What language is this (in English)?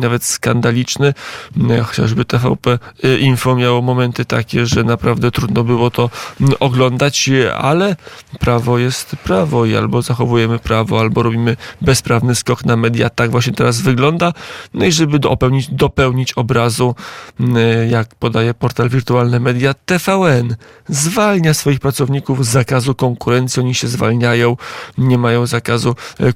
Polish